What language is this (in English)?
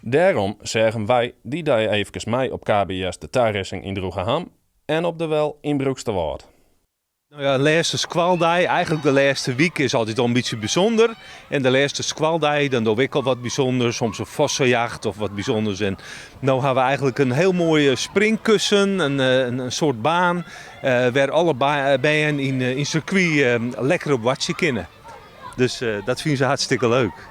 Western Frisian